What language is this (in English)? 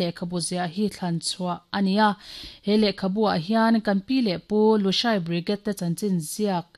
Mizo